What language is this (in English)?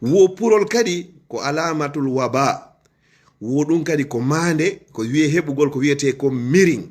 Fula